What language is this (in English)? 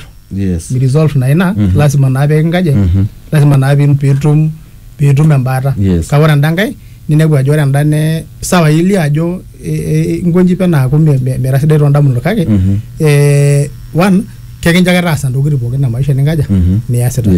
Masai